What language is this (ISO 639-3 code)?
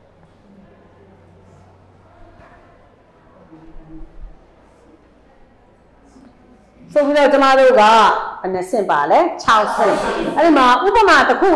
mya